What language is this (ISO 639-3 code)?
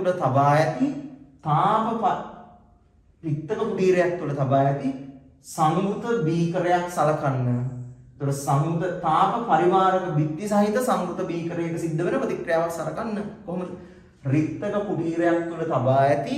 sin